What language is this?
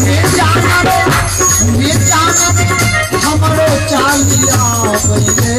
Maithili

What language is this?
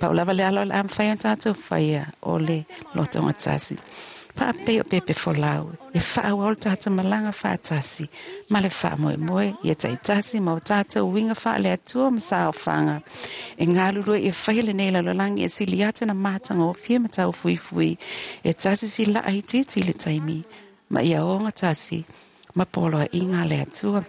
Samoan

